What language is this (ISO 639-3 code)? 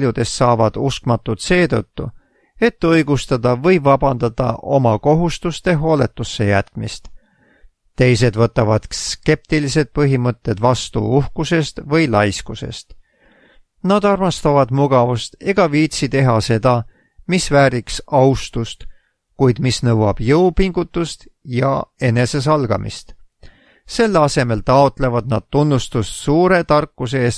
est